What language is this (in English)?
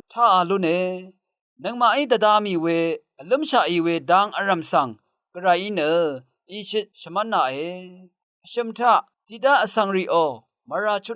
Rawang